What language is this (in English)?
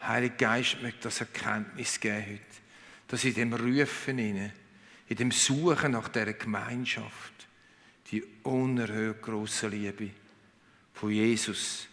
Swiss German